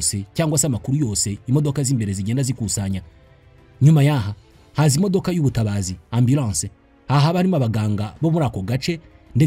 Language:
Kinyarwanda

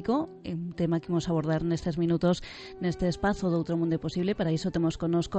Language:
Galician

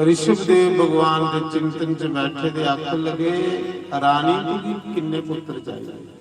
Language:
Dogri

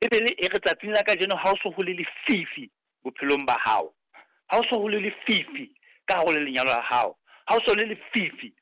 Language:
Southern Sotho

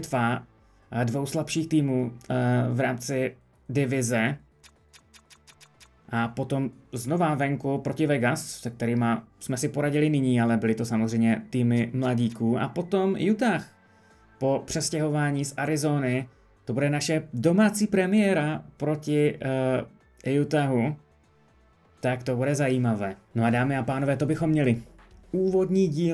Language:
Czech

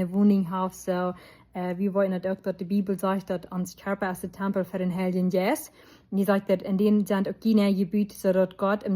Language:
Plautdietsch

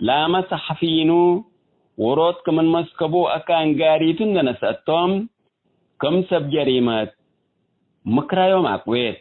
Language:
Tigre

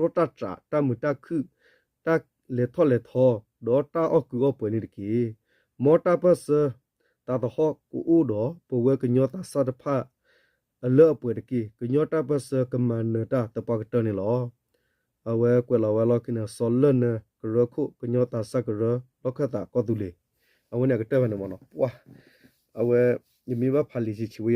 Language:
S'gaw Karen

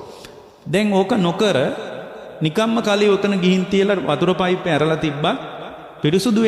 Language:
Sinhala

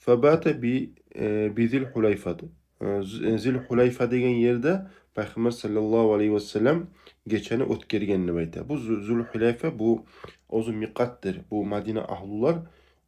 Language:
Kumyk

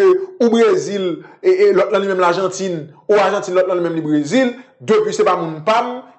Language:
Haitian Creole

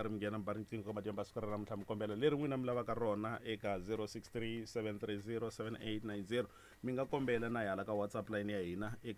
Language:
Tsonga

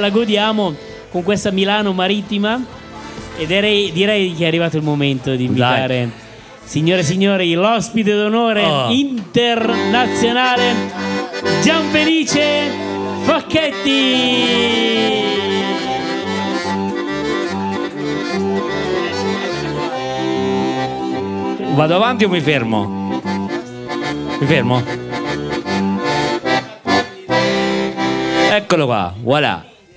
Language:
Italian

